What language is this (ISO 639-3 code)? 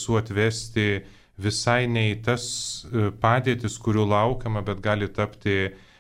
lit